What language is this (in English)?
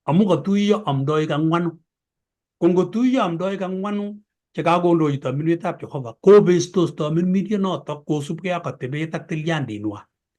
Kalenjin